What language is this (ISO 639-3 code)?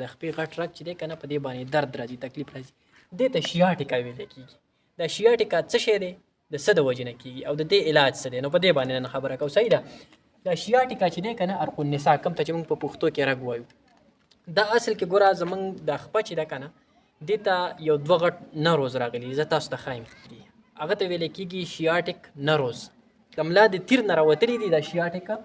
pus